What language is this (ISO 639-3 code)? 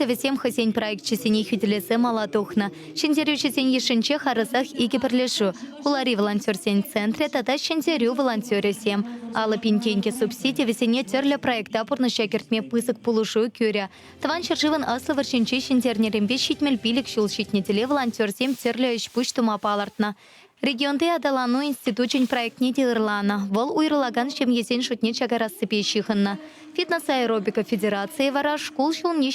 chv